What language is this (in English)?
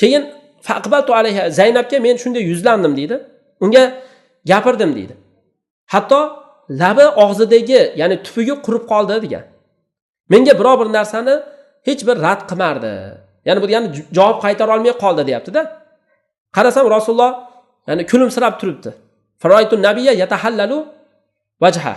Uzbek